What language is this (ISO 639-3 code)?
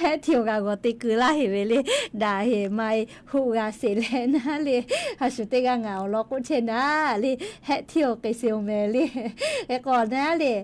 lhu